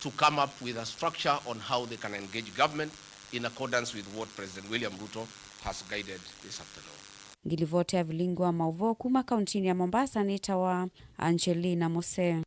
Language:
Kamba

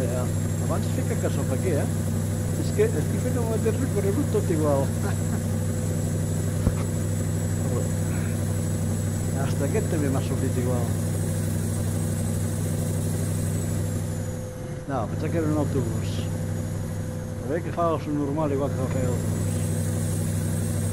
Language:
Catalan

